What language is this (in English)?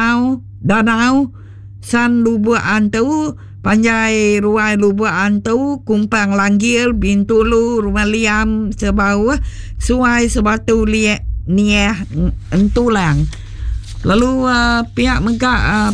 Iban